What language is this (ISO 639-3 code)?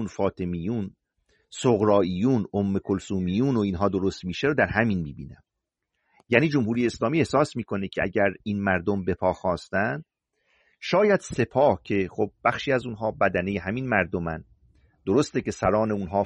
fas